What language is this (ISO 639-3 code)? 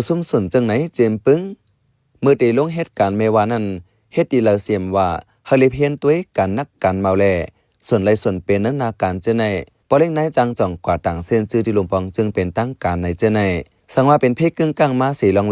shn